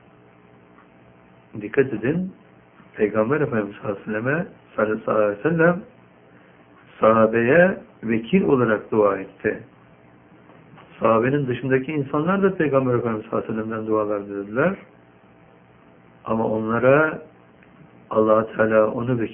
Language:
Turkish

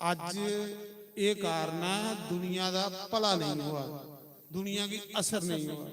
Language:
Dogri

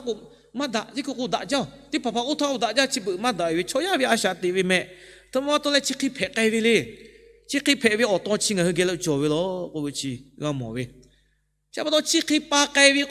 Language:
Lahu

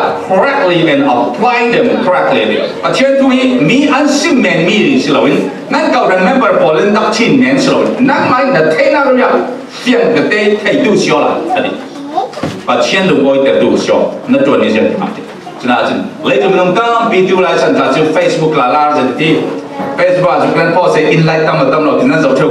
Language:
Falam Chin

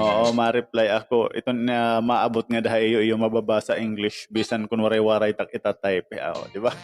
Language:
Waray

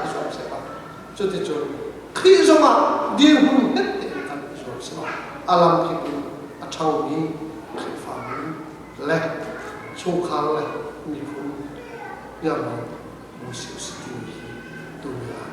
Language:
Hakha Chin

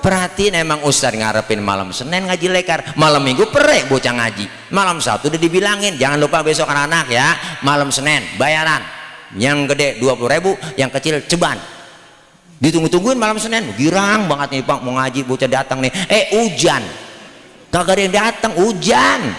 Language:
Betawi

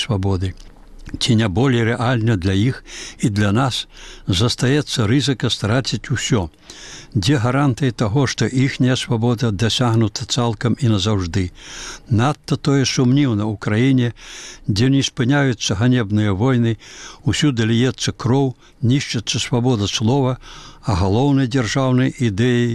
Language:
Belarusian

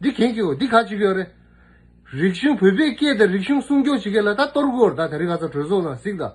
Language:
Tibetan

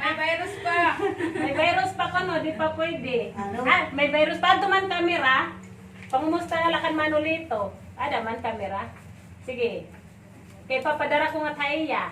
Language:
Waray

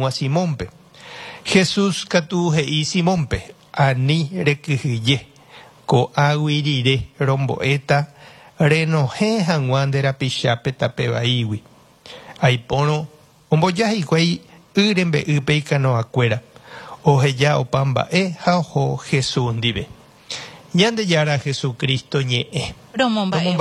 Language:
Guarani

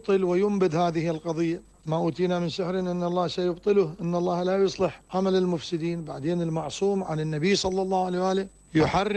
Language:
Mesopotamian Arabic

